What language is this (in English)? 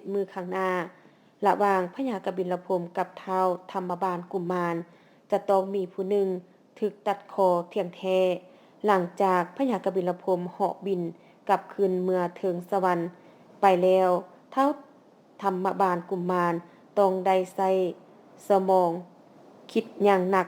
Lao